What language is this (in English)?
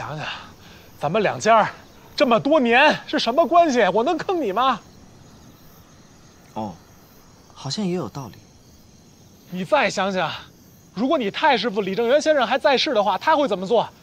Chinese